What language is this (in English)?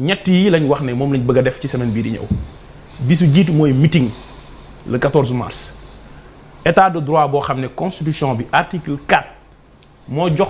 Wolof